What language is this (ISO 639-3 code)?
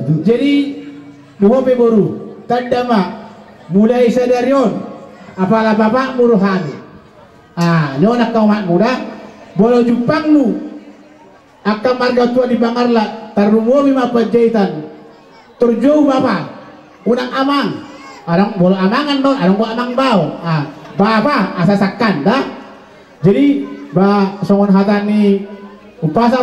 bbc